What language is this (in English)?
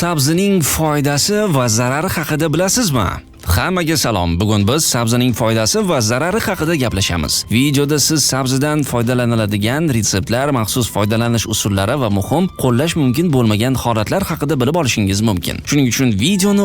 Uzbek